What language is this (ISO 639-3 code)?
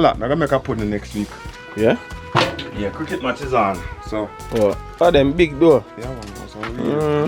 jam